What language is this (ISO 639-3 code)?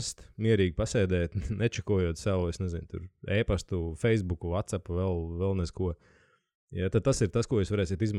lav